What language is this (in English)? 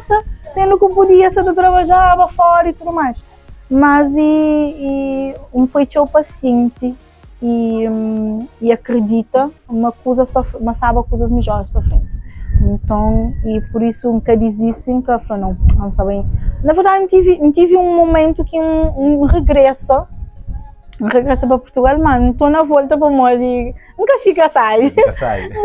Kabuverdianu